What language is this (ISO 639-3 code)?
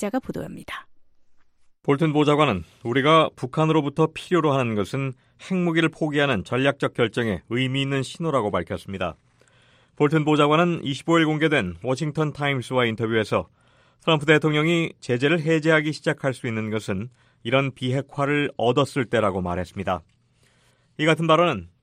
kor